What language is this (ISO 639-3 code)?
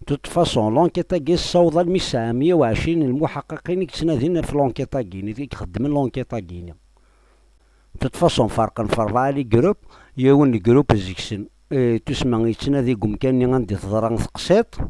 kab